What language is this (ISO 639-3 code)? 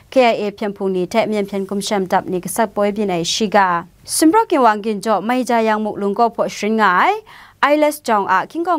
kac